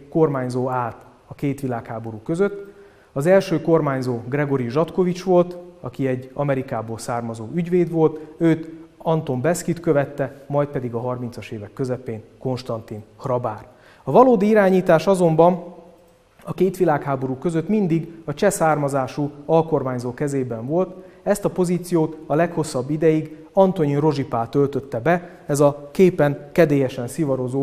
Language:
Hungarian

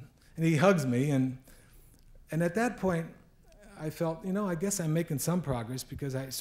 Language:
English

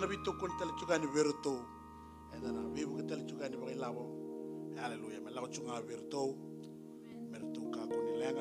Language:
Fijian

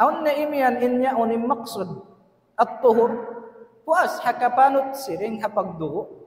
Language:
Tausug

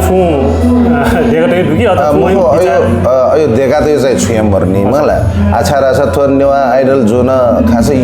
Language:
Newari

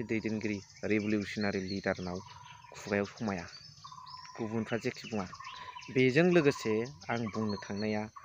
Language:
Bodo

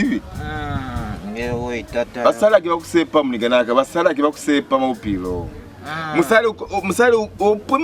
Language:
Lozi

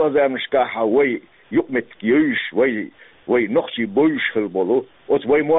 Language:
Chechen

